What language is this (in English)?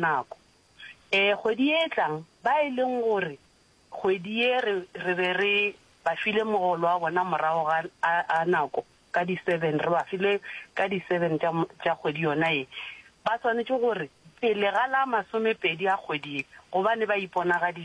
Northern Sotho